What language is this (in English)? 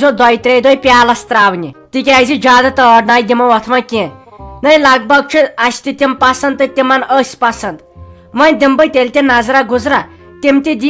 Kashmiri